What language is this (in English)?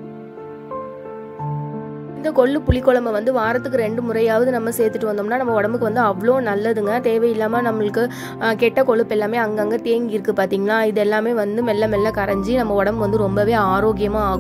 Tamil